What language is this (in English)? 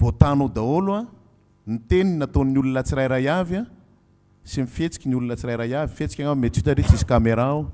Malagasy